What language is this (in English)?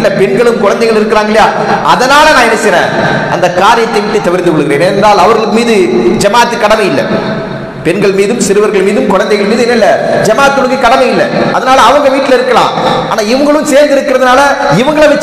Tamil